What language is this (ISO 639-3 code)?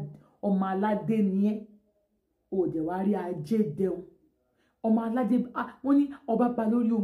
yor